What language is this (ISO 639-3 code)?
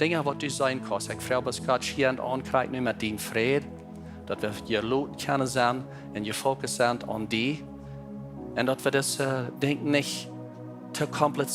pdt